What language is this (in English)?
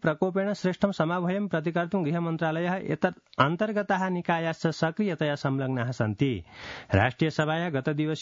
Sanskrit